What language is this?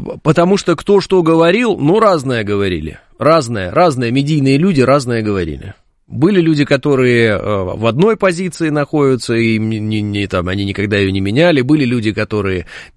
Russian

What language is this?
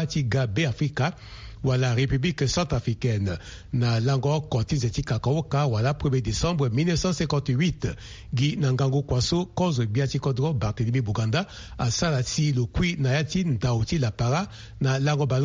Sango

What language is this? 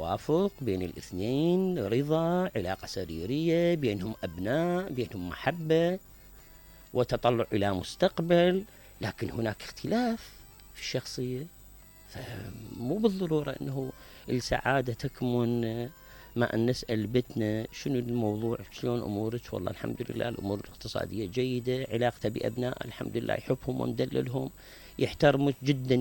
Mesopotamian Arabic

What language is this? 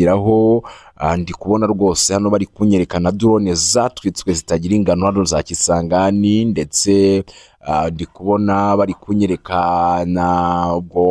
Kinyarwanda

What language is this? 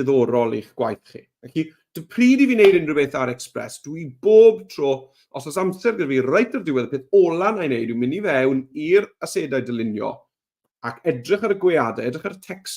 Welsh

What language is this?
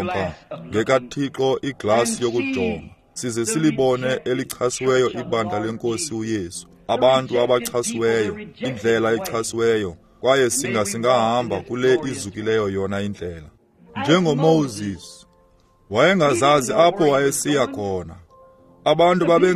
Xhosa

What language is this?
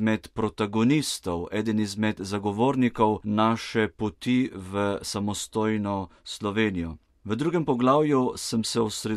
Slovenian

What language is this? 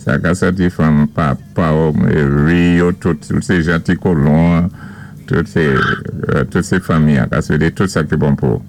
Saint Lucian Creole French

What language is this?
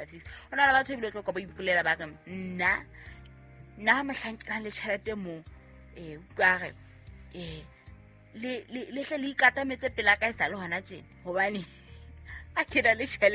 Southern Sotho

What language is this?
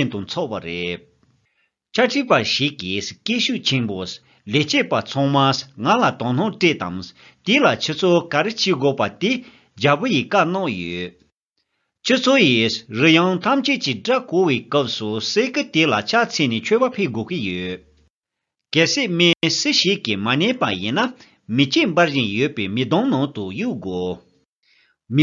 Tibetan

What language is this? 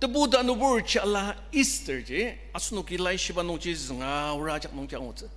Ao Naga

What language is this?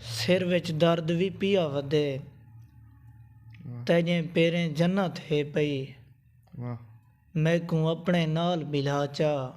Saraiki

